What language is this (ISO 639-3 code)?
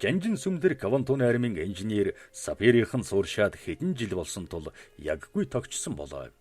mon